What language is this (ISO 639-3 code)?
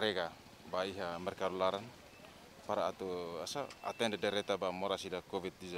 tet